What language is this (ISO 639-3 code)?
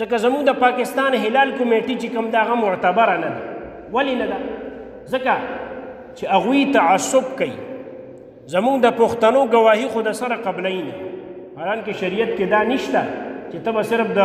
pus